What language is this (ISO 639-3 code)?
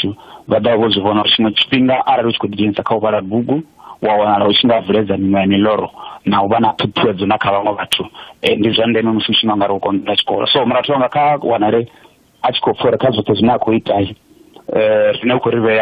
ven